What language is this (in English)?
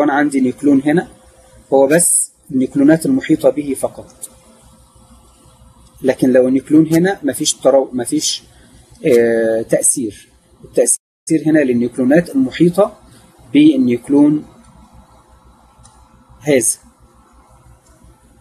Egyptian Arabic